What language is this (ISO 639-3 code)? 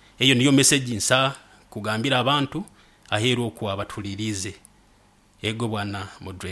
nyo